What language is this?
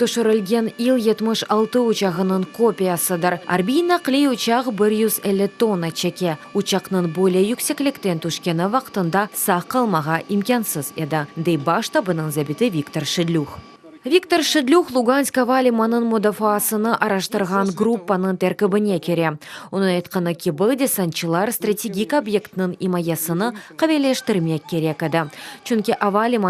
Crimean Tatar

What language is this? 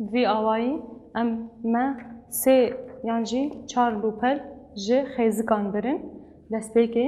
Kurdish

